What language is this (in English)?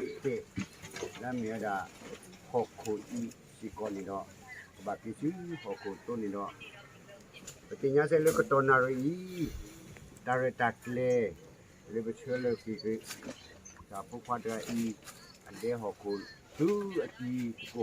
S'gaw Karen